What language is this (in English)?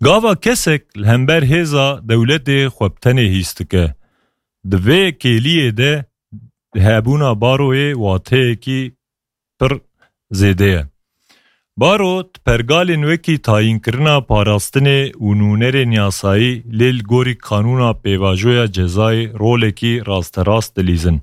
Kurdish